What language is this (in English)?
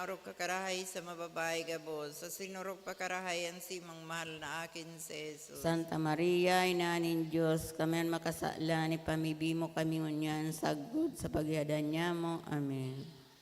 Bikol